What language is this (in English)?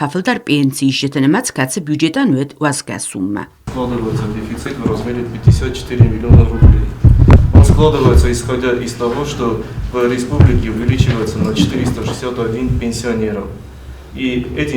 Ossetic